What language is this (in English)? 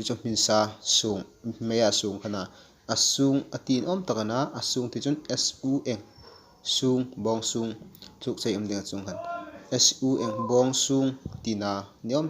Hmar